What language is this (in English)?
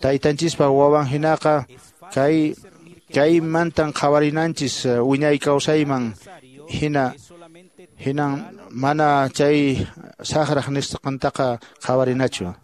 Quechua